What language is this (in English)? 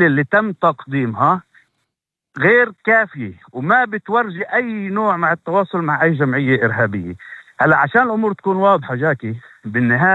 North Levantine Arabic